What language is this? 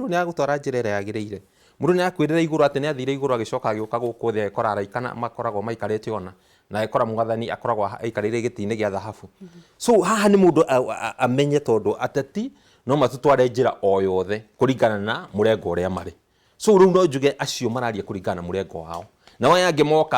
Kikuyu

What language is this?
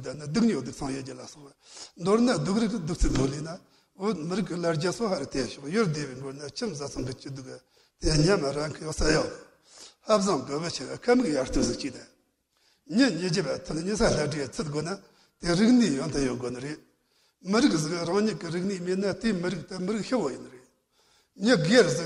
Tibetan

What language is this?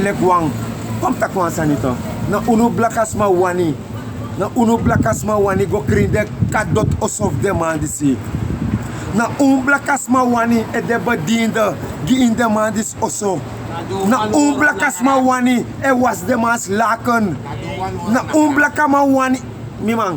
Sranan Tongo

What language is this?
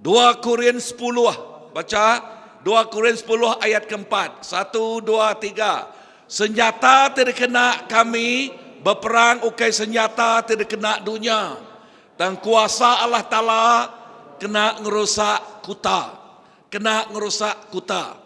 Iban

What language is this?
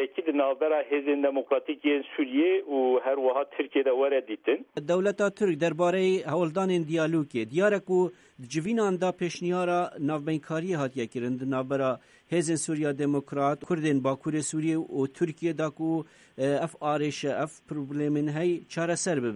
Kurdish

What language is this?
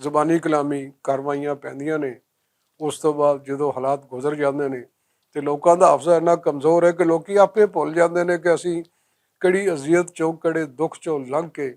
Western Panjabi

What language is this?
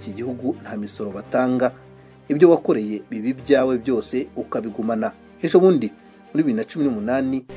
Kinyarwanda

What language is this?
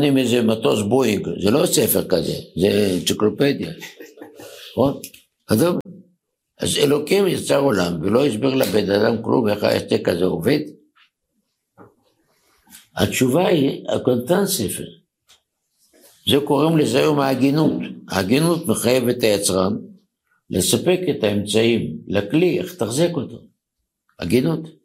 Hebrew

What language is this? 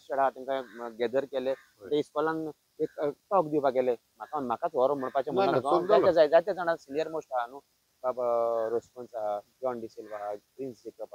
Konkani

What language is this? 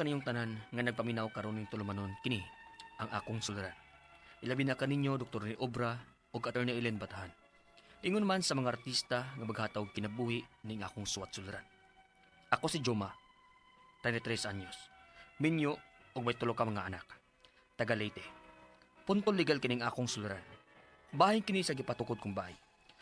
Cebuano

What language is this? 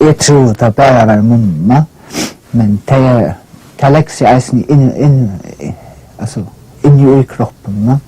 Faroese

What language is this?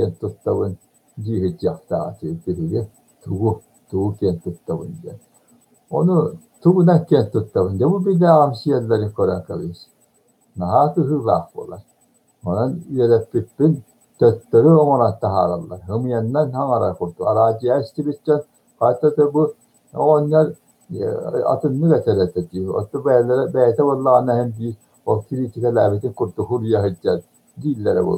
Yakut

